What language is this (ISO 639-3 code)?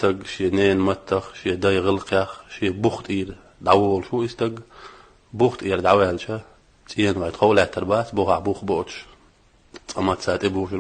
che